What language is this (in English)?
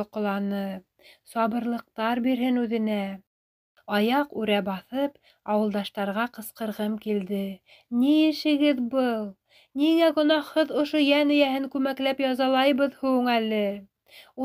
Bashkir